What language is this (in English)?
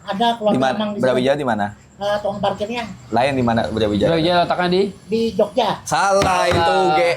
Banjar